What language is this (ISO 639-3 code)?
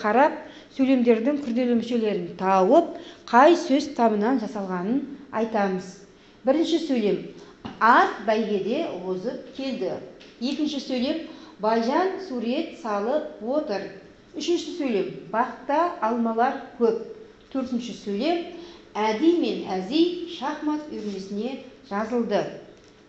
kaz